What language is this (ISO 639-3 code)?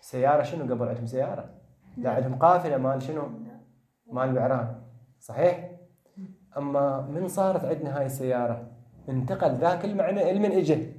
acm